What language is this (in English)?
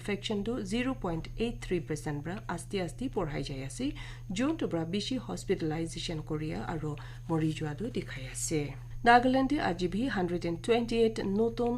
Naga Pidgin